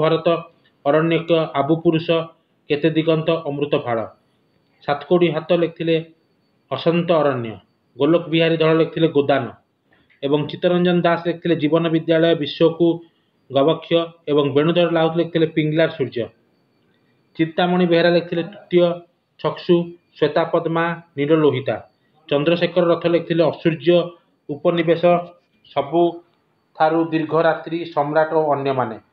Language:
Odia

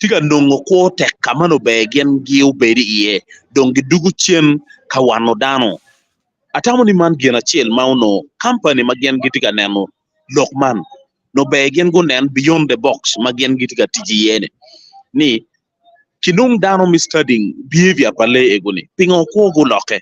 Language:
Acoli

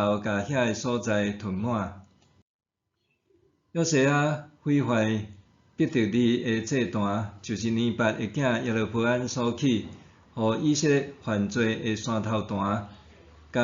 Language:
Min Nan Chinese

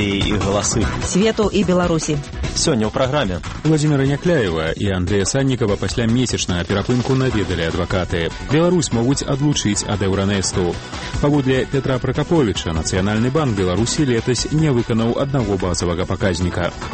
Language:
Belarusian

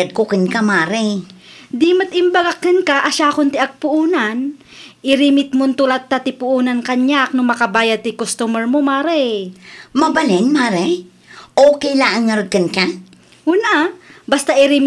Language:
Iloko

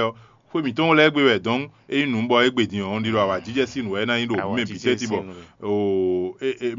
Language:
Fon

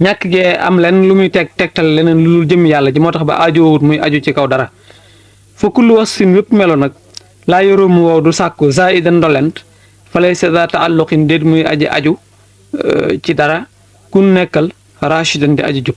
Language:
Wolof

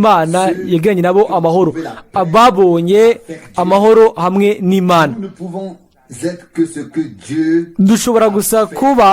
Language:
Rundi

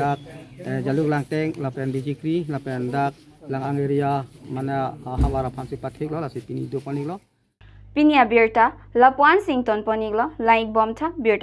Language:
Karbi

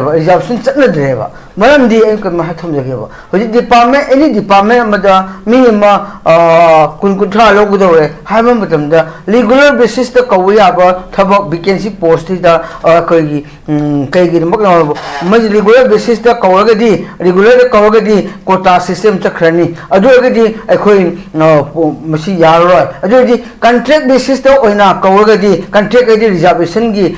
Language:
Manipuri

